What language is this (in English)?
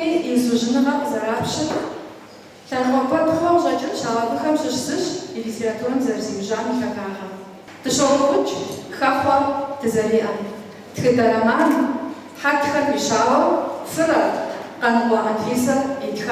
Kabardian